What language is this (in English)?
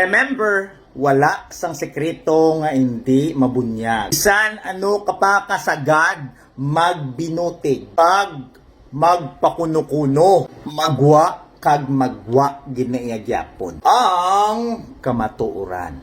Hiligaynon